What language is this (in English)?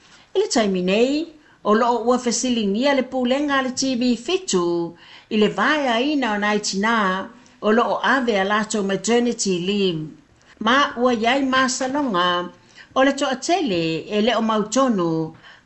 Samoan